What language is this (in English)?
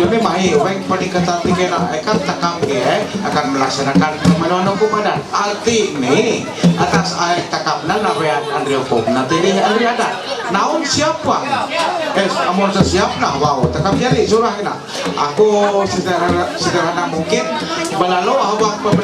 Ma'anyan